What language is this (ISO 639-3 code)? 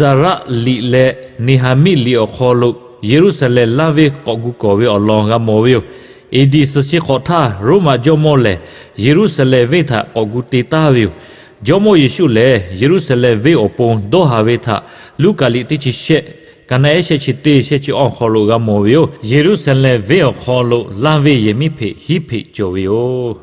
lhu